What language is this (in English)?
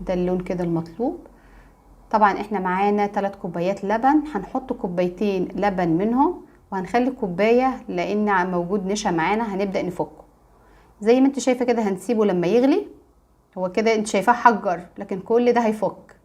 Egyptian Arabic